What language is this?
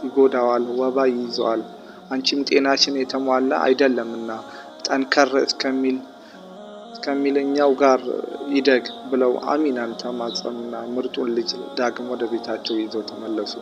Amharic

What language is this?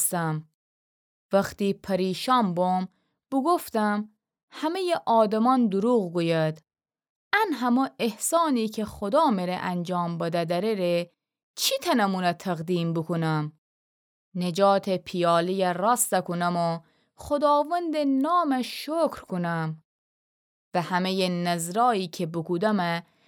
Gilaki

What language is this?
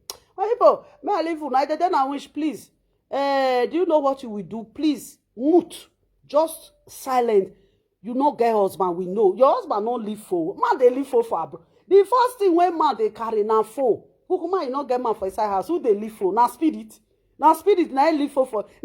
Nigerian Pidgin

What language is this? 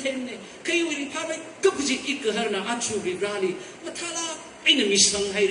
Tangkhul Naga (India)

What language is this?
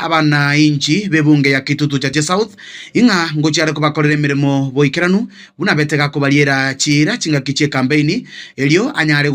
Gusii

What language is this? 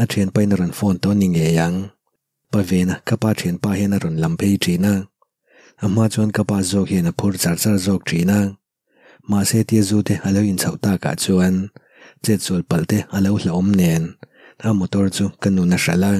Mizo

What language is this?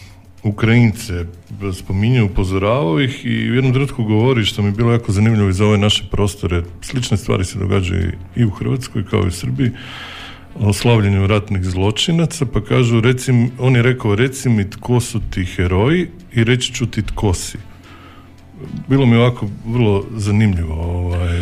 Serbian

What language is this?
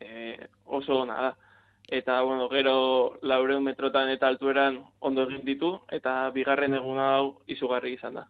Basque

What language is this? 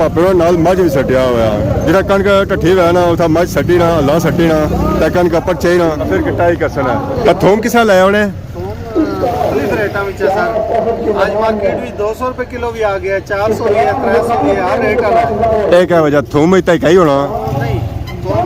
Pahari-Potwari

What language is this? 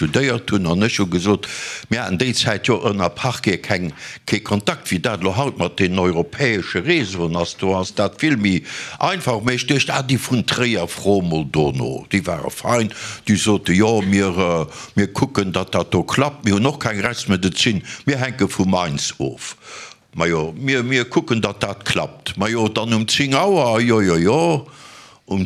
Luxembourgish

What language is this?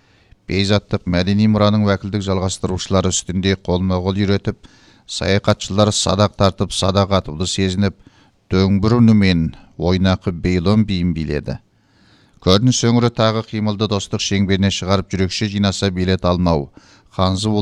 Kazakh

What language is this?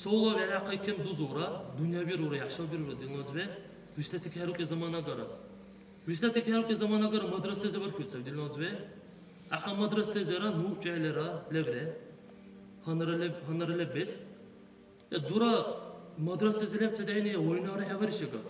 Dargwa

